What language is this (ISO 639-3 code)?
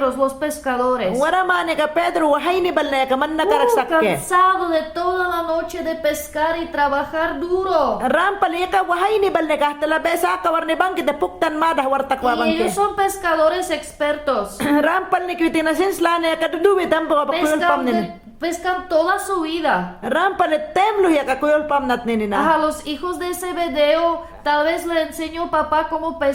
yan